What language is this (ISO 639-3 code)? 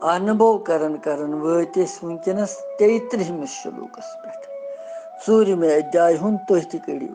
kas